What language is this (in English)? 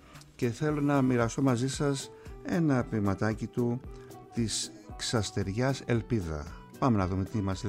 Greek